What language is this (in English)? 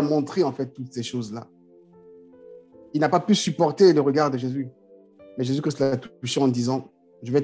French